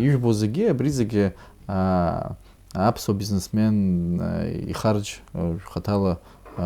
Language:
Abkhazian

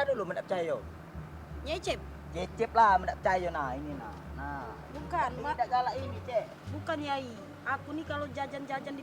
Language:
Musi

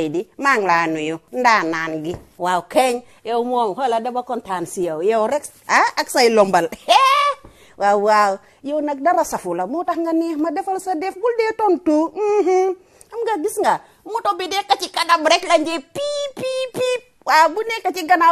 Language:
Wolof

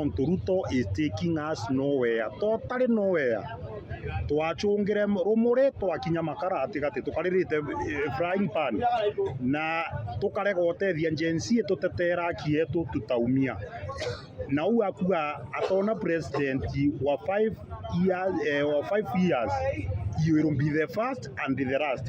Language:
Meru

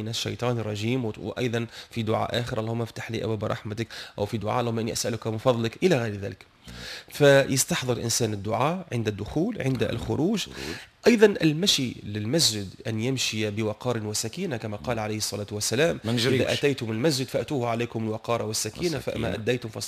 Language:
Tunisian Arabic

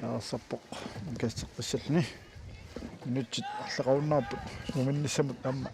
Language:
Kalaallisut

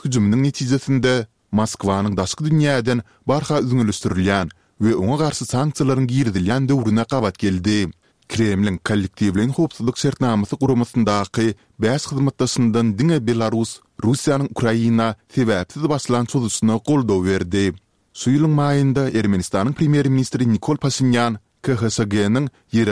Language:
Turkmen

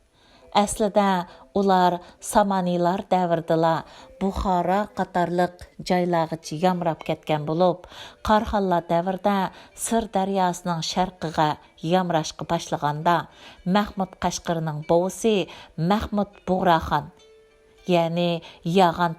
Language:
Uyghur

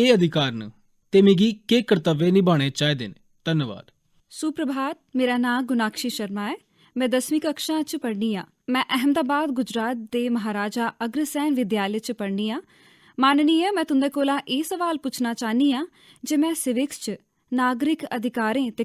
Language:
Dogri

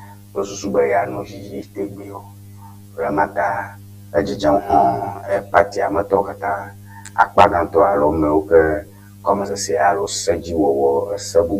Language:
Ewe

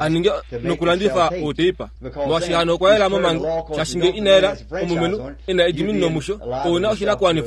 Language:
Kuanyama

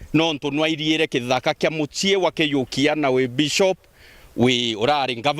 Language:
Meru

